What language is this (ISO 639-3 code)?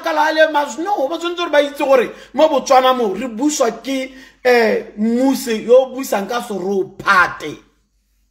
tsn